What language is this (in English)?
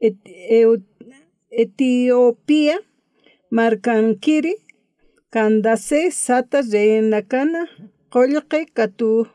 Aymara